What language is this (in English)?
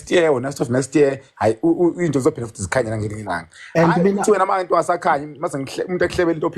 Zulu